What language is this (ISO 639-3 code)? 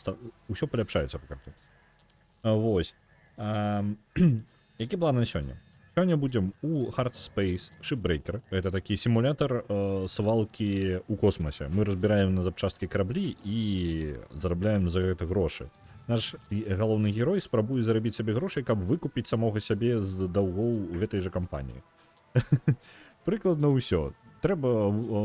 bel